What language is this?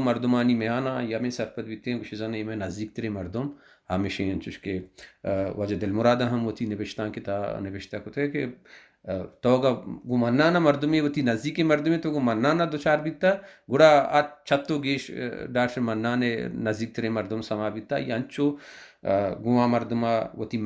Baluchi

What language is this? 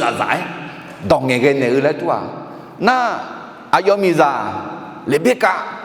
Akha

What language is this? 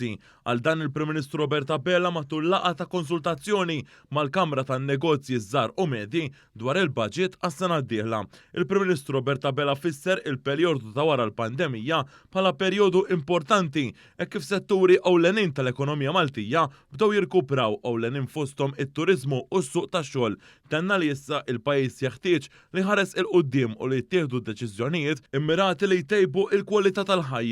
Maltese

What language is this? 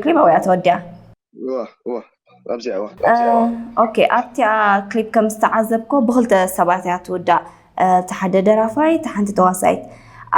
Tigrinya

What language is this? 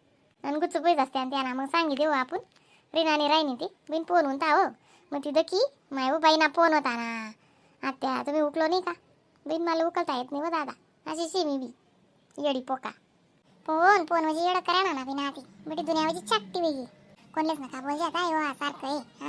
Khandesi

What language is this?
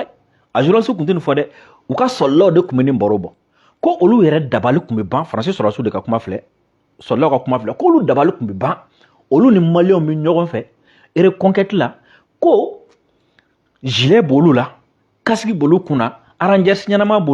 Bambara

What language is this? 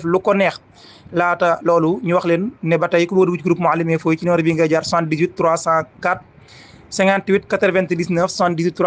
Wolof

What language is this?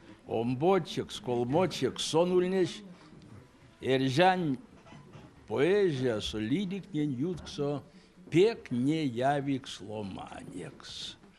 Erzya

